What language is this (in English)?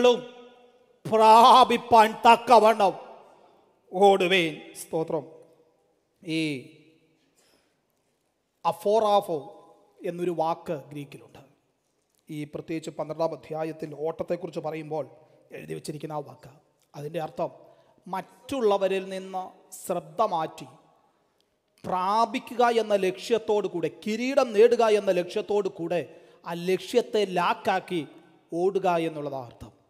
Malayalam